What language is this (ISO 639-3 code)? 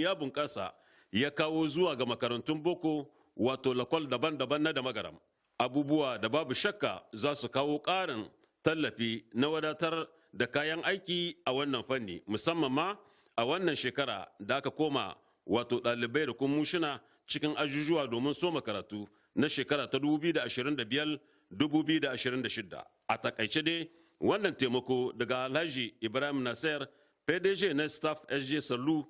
hau